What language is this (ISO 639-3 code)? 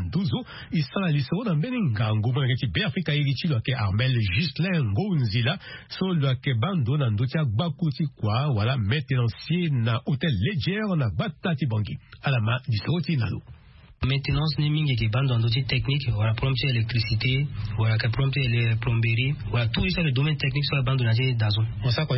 sag